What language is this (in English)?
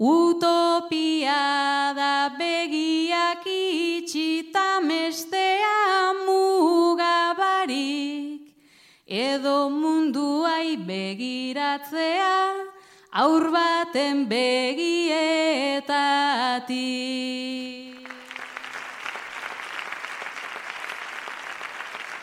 Basque